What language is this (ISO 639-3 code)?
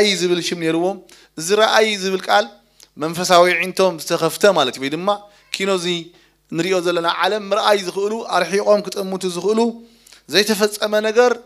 tir